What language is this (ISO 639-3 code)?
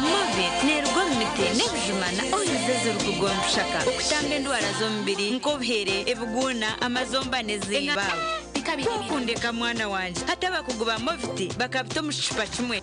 nyn